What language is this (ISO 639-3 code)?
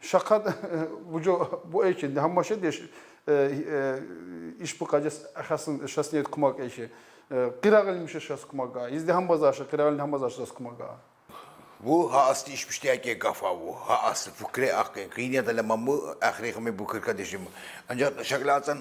tkr